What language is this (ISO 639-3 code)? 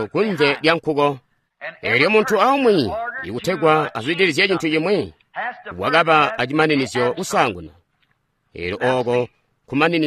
toi